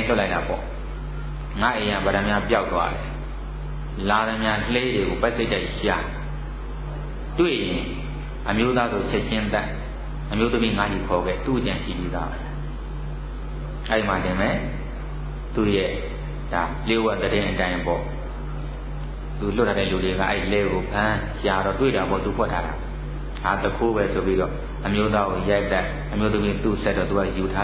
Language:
Burmese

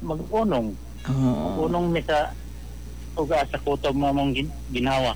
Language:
Cebuano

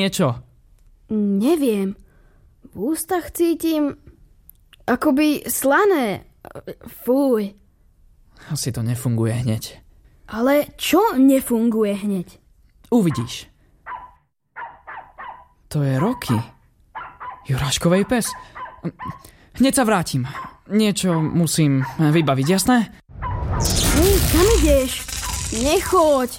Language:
Slovak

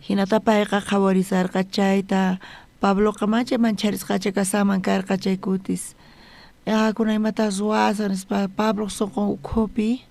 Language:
South Bolivian Quechua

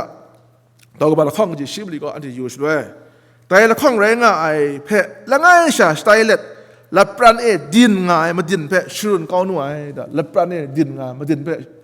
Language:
Kachin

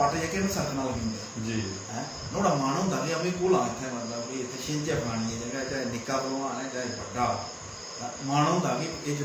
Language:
Dogri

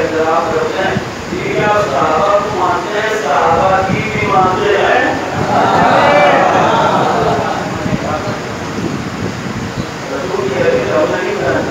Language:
Urdu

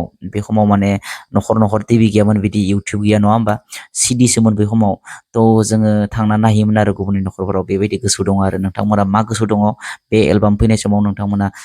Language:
Bodo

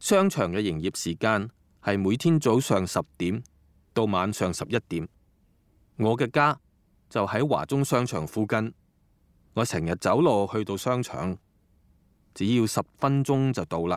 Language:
Cantonese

